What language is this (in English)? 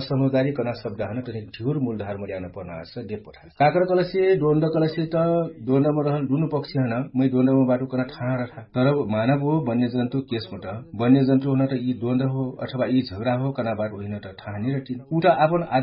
Dangaura Tharu